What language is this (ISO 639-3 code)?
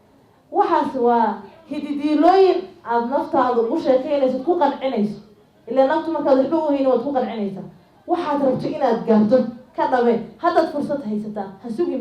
som